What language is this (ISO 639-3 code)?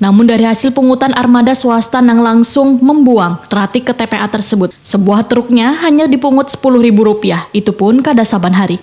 bjn